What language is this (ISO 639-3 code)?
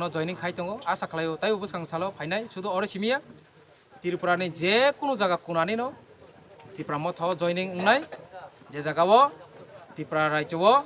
trp